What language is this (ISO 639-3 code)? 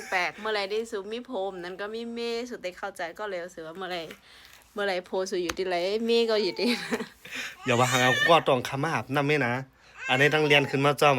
shn